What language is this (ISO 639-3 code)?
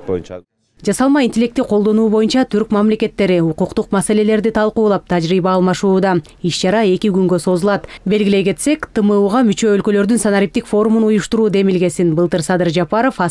kir